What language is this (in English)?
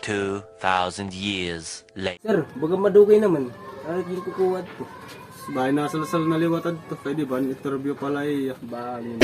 Waray